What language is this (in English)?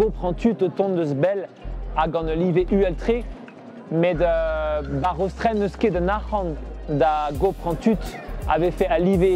Breton